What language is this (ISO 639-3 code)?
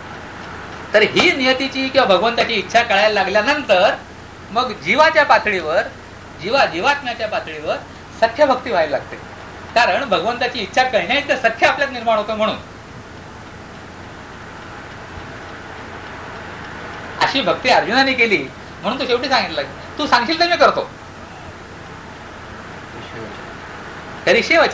mar